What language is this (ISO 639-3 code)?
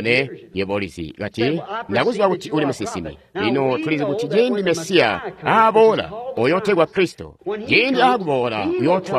toi